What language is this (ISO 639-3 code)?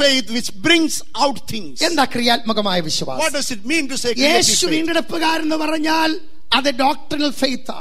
mal